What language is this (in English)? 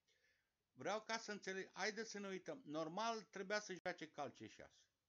Romanian